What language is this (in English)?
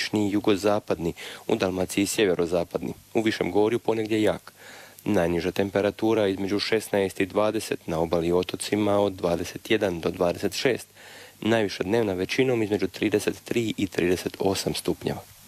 Croatian